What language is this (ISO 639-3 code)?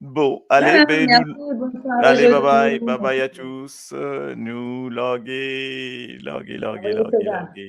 mfe